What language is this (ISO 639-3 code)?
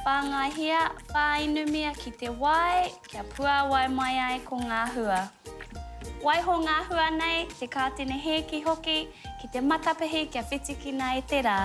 mri